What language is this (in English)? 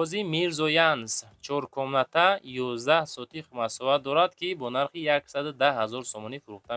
Tajik